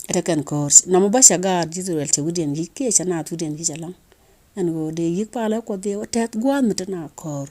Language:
Nuer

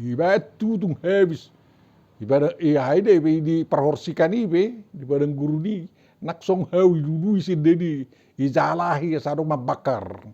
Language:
Batak Toba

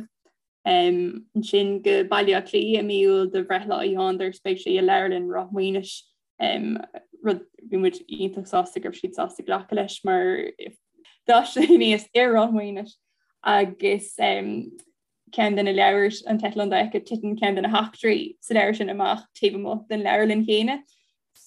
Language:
Irish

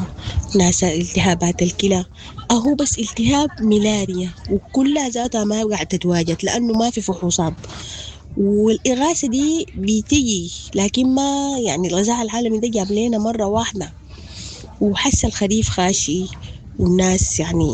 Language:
Sudanese Arabic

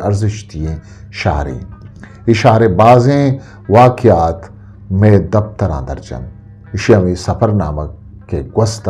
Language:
Eastern Balochi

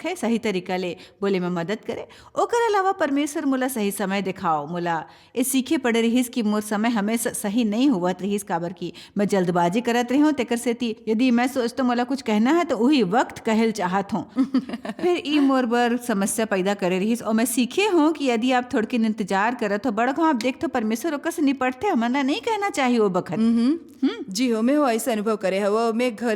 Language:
Chhattisgarhi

